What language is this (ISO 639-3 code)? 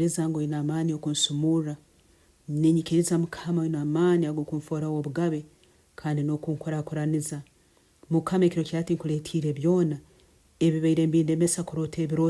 nyn